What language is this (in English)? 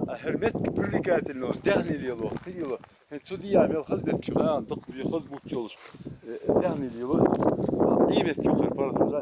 Chechen